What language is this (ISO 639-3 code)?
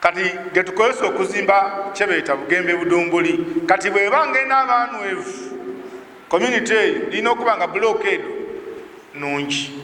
lug